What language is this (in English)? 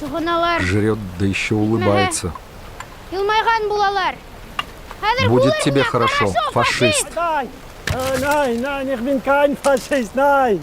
Bashkir